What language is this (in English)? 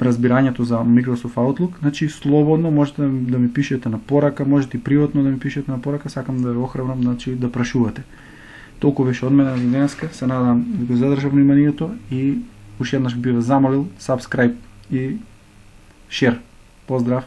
Macedonian